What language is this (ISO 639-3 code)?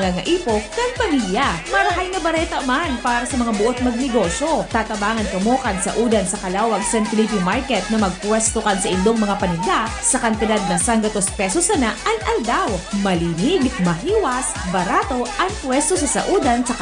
bik